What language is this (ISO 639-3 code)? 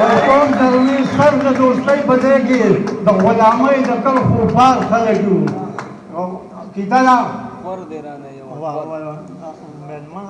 pus